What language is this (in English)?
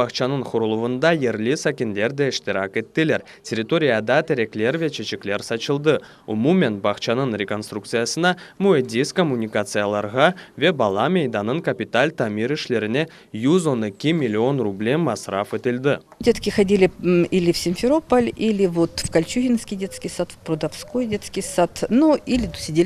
Crimean Tatar